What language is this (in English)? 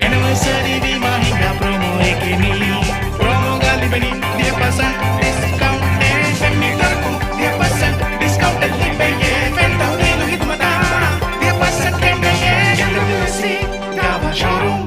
Divehi